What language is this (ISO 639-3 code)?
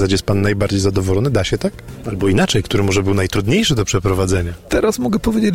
pol